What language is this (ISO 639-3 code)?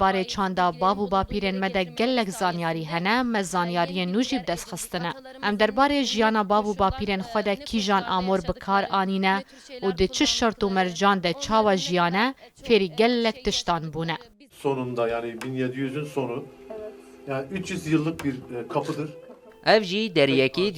kur